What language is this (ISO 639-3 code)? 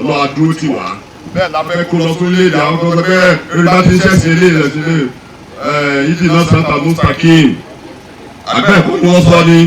yor